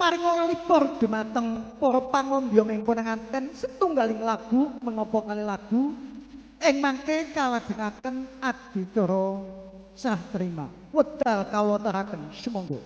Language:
Javanese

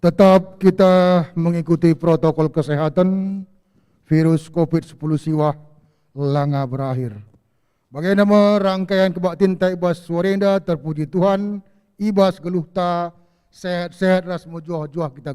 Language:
Batak Karo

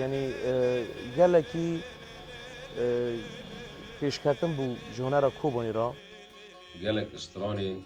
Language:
Kurdish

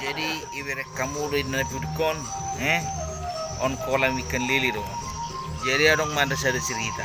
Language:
Batak Toba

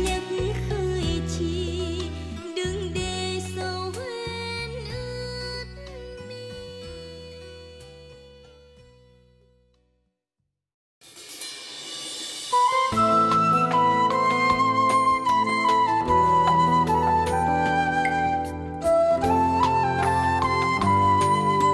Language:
Vietnamese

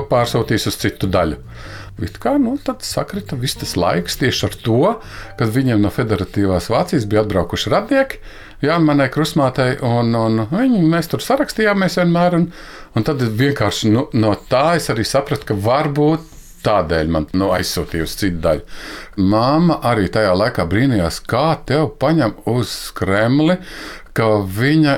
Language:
Latvian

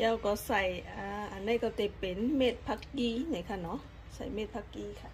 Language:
Shan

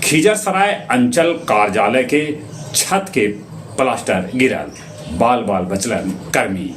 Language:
Magahi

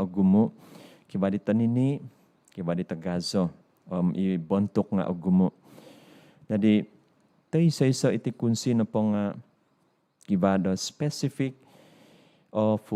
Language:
Central Dusun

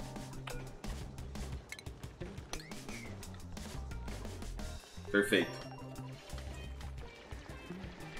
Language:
Portuguese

